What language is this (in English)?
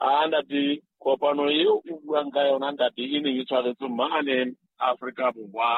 Southern Sotho